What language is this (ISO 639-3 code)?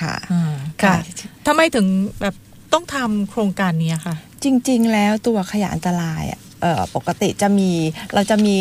tha